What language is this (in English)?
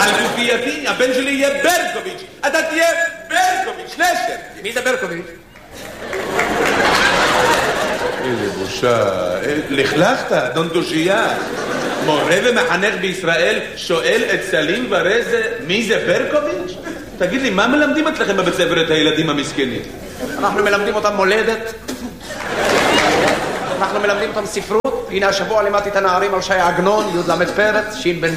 Hebrew